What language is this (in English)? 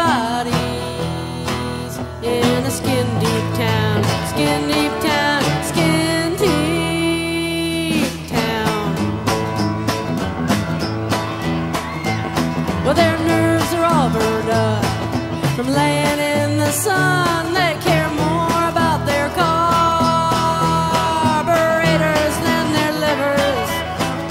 English